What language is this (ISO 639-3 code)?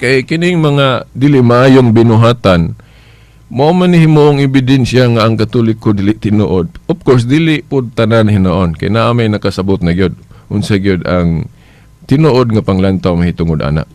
ceb